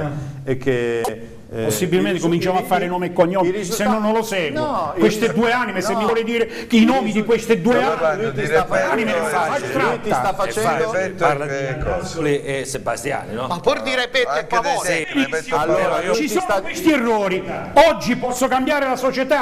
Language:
Italian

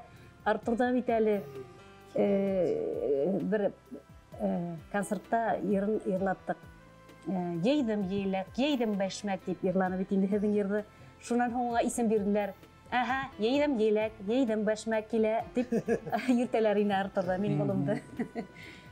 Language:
Bashkir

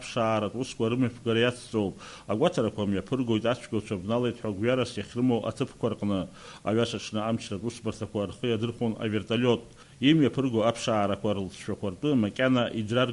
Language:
Abkhazian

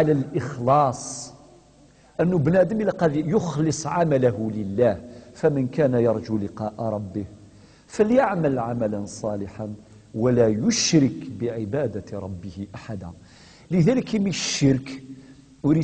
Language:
Kabyle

